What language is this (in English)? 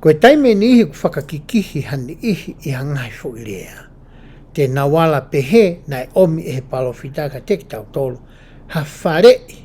Tongan